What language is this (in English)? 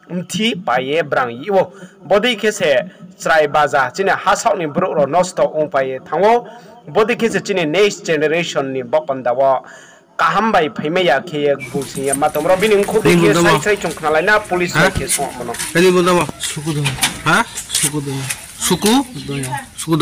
Riang (India)